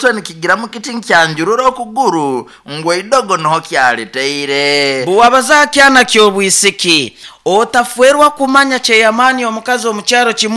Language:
Nyoro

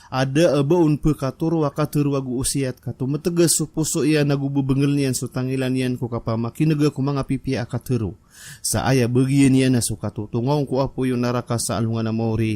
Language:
Maranao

